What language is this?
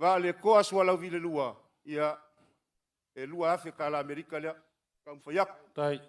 Samoan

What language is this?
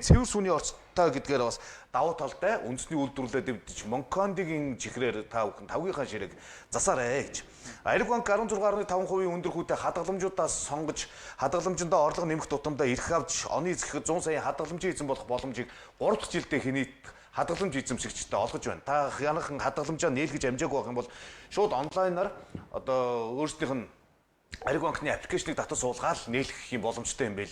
Mongolian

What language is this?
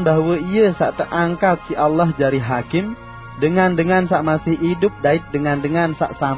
Sasak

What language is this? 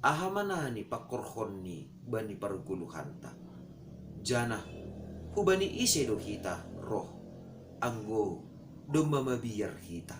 Batak Simalungun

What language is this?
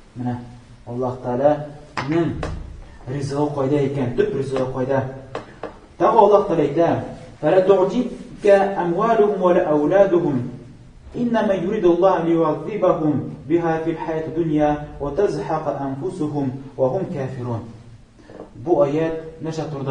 Tatar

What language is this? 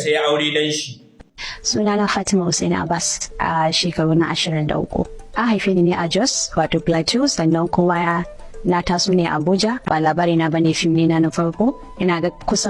Hausa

